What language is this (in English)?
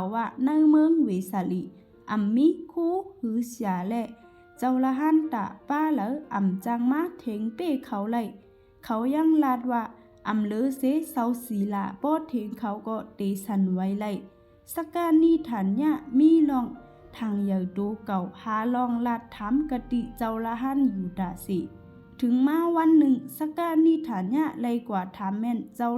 Shan